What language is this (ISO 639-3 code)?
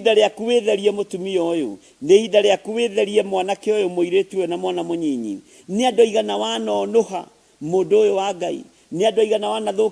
kik